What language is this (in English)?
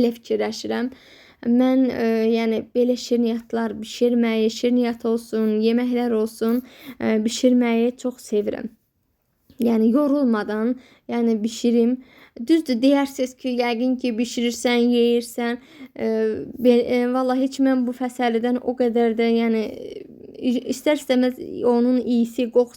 Azerbaijani